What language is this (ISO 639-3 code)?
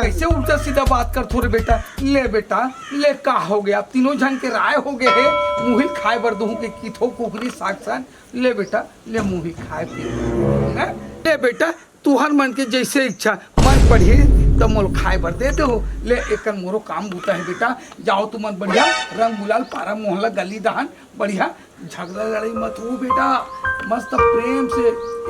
hne